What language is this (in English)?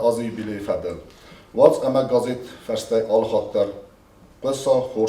Ossetic